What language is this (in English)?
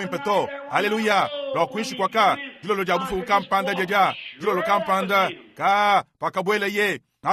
Luba-Lulua